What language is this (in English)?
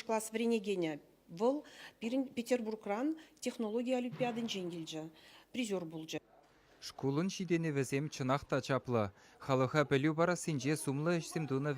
Chuvash